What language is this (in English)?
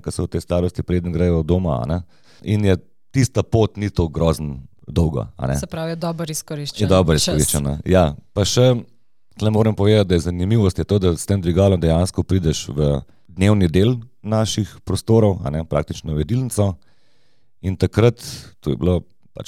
Slovenian